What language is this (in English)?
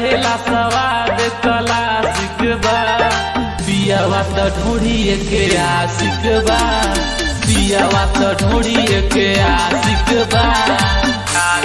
Bhojpuri